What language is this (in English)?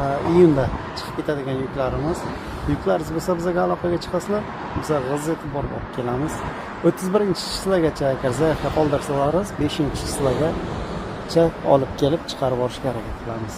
Uzbek